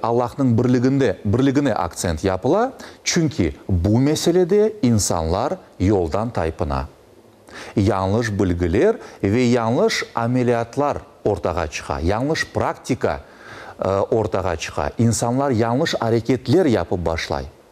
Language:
Crimean Tatar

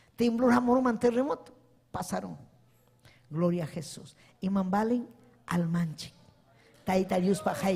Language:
Ayacucho Quechua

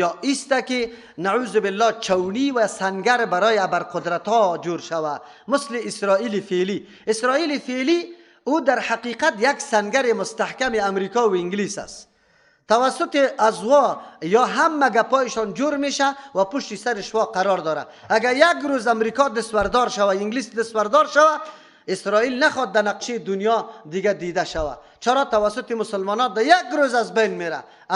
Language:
Persian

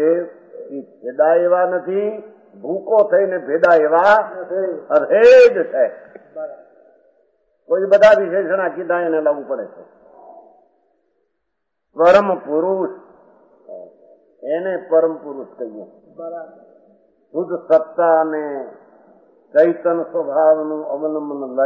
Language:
Gujarati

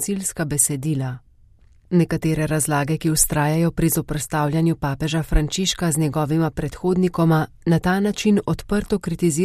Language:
Slovenian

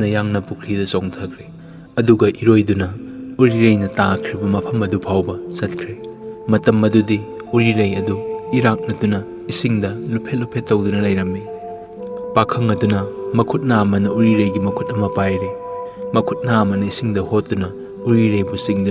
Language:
Manipuri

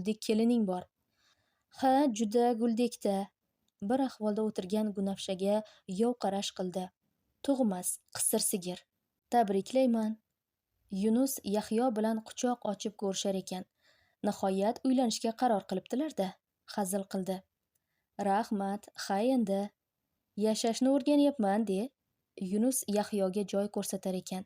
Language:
Uzbek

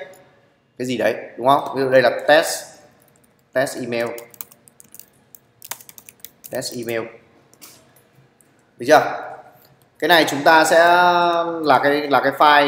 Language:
Vietnamese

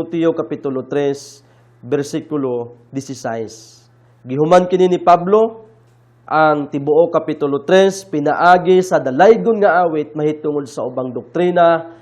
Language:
Cebuano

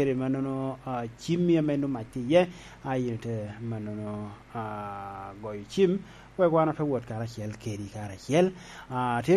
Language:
Lango (Uganda)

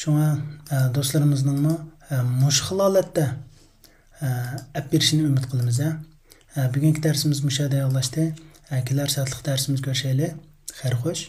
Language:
Uyghur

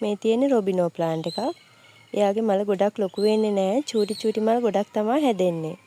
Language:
Sinhala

